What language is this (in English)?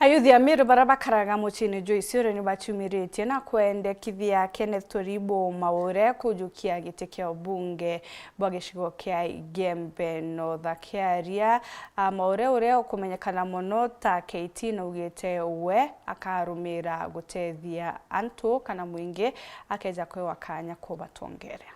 Meru